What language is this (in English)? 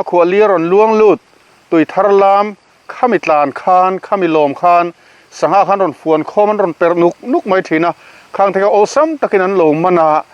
Mizo